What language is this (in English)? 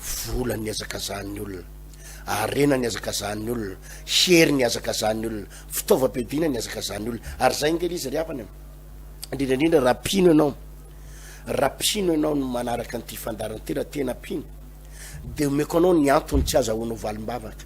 Malagasy